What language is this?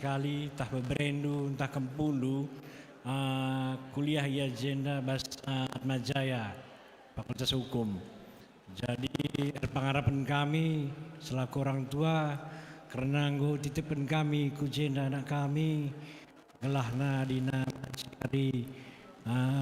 Batak Karo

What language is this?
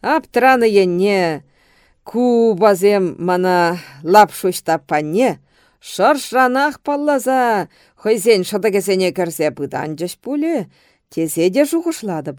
Chuvash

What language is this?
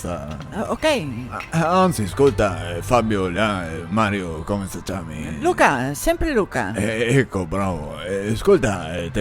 Venetian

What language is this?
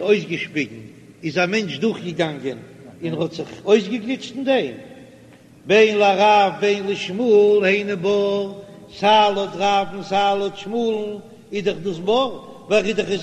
Yiddish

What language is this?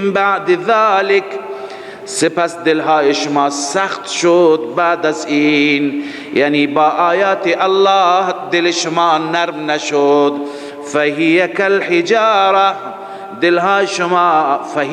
Persian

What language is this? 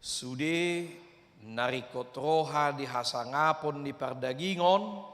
Batak Toba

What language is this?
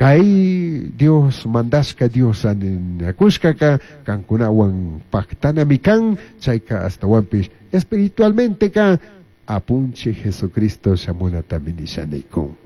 Chimborazo Highland Quichua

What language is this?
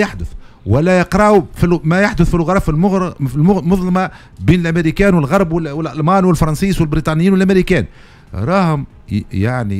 Tunisian Arabic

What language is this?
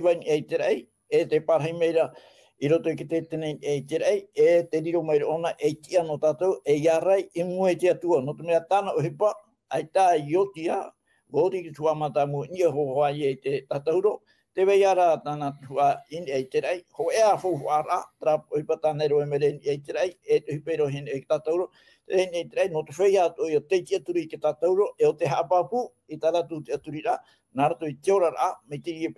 Tahitian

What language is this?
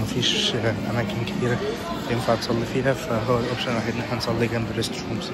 Egyptian Arabic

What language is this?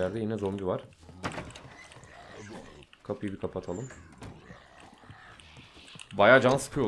Turkish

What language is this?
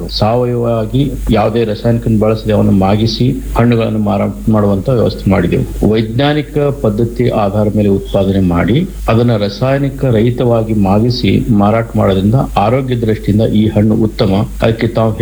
Kannada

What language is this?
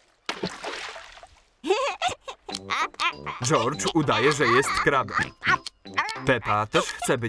Polish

